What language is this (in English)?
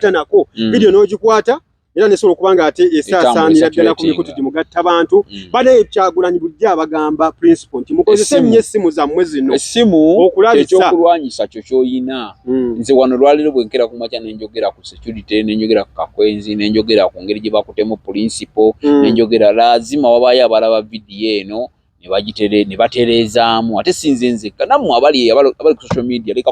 Ganda